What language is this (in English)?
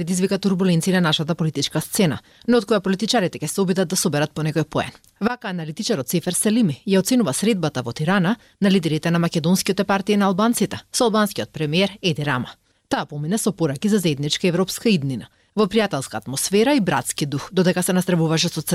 Macedonian